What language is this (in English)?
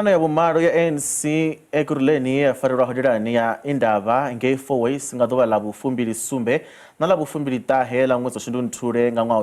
Venda